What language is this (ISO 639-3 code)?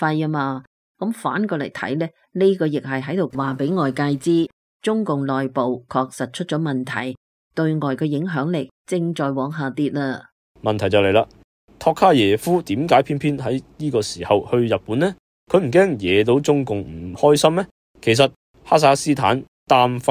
yue